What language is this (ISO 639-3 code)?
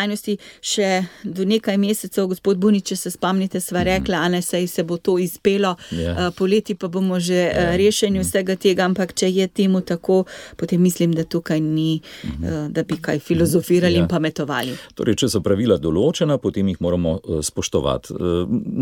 slv